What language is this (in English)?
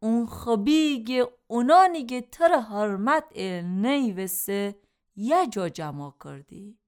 Gilaki